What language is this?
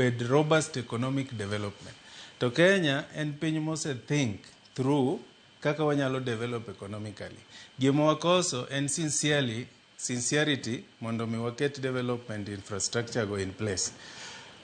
Luo (Kenya and Tanzania)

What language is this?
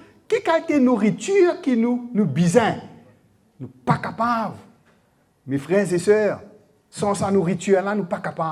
Morisyen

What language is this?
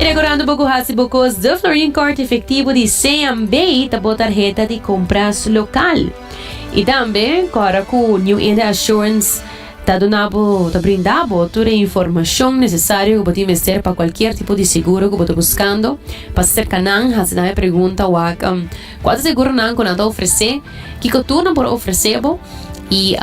Papiamento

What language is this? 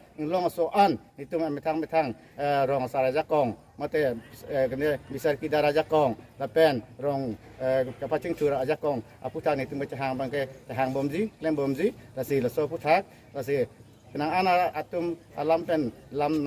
Karbi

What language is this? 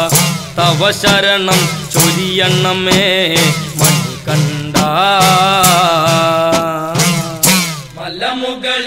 Malayalam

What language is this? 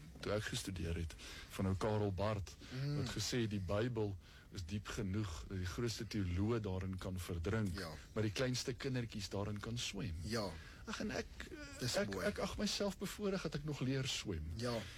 Afrikaans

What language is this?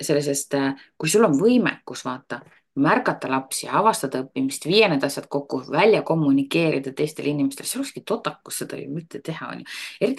Estonian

